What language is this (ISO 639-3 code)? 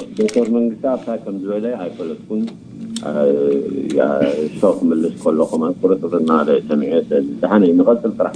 tir